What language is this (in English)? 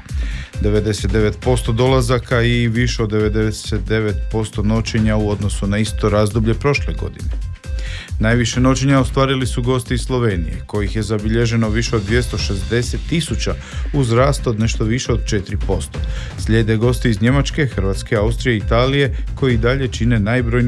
Croatian